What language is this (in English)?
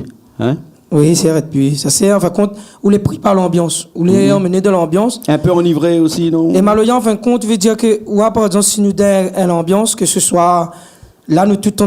Réunion Creole French